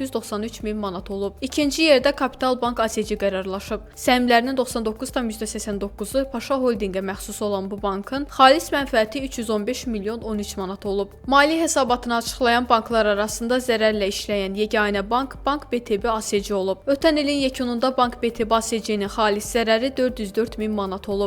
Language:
Azerbaijani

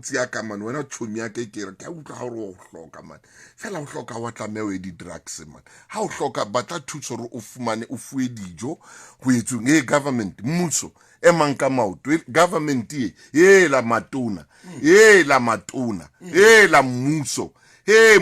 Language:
Southern Sotho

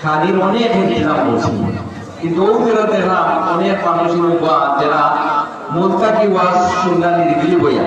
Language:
Sylheti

